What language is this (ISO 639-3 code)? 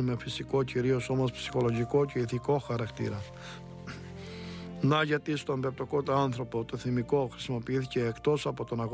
ell